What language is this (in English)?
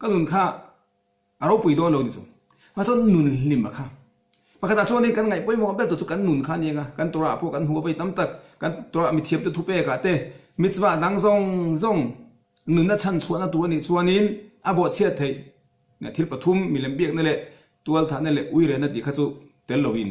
Mizo